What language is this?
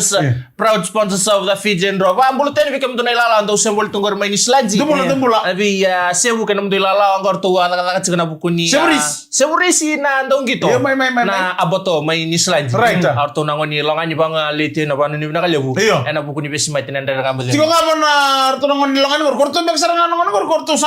Fijian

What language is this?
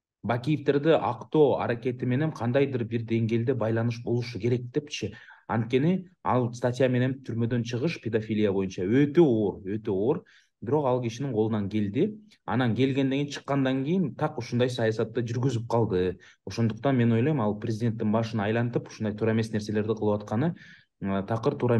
Kyrgyz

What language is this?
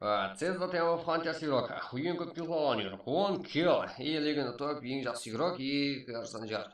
Kara-Kalpak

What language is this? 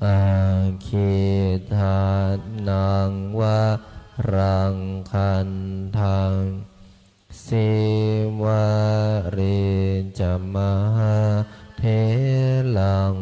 Pali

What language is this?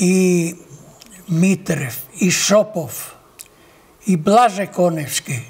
Macedonian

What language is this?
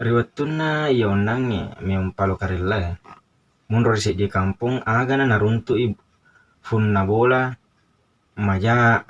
Buginese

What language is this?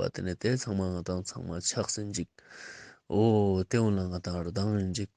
Ladakhi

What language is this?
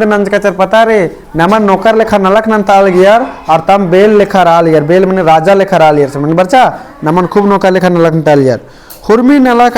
Kurukh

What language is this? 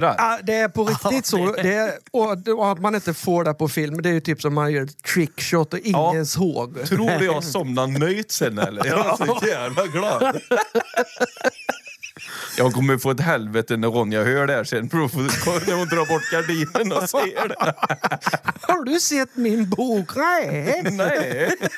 Swedish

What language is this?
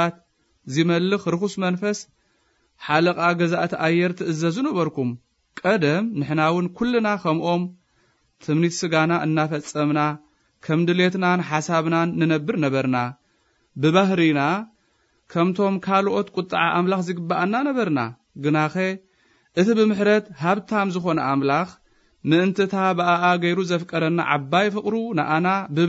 Tigrinya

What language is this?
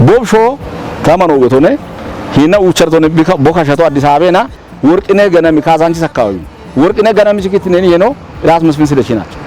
Kafa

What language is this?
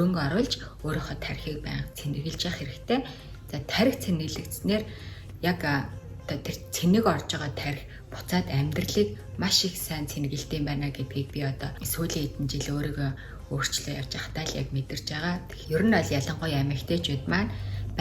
Mongolian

